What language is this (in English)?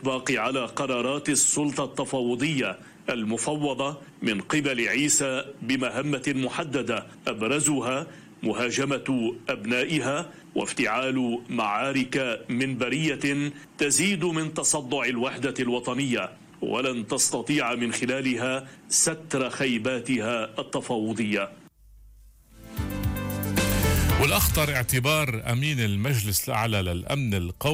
Arabic